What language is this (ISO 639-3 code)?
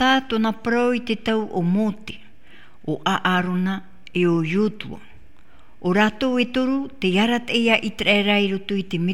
tah